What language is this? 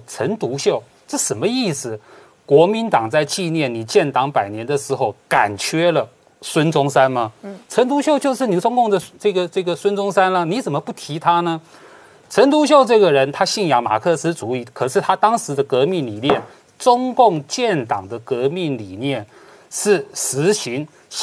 Chinese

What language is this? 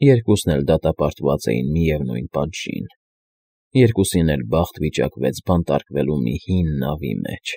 Armenian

